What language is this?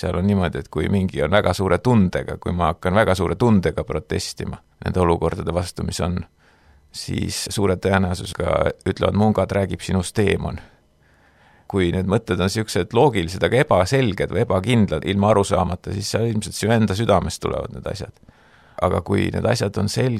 Estonian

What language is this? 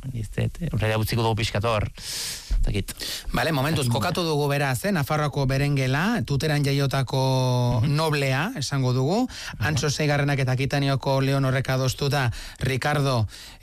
Basque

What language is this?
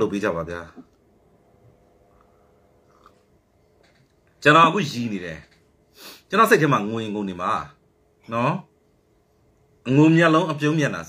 Burmese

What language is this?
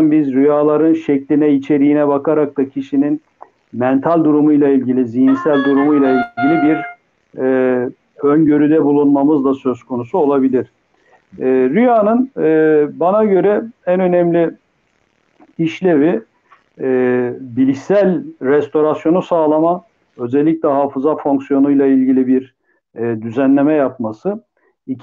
Turkish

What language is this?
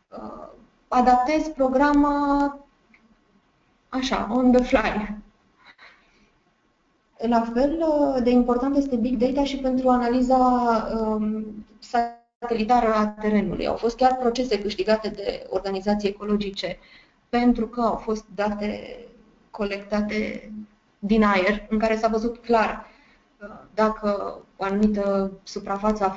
Romanian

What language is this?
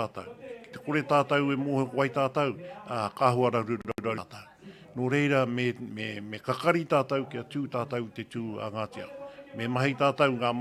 Māori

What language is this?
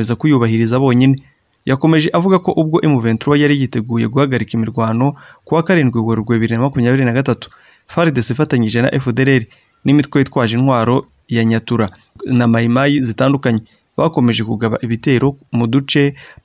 Kinyarwanda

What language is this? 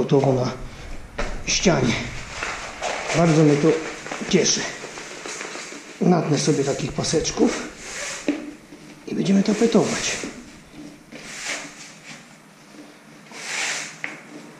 Polish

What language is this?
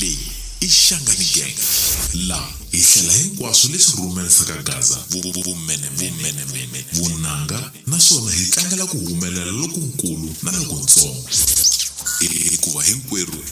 Tsonga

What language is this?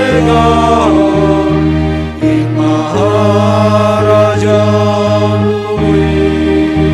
Batak Simalungun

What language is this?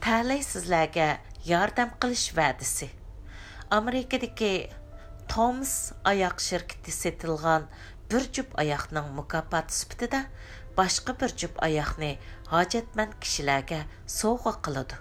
Uyghur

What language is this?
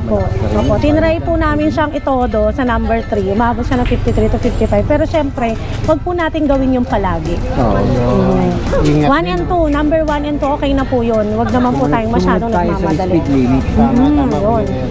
Filipino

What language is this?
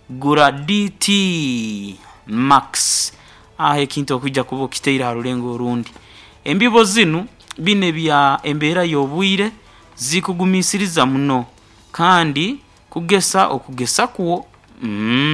Nyoro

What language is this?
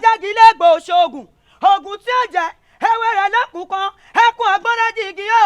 Yoruba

